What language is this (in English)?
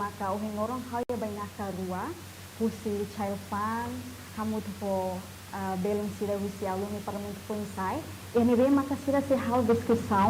Tetum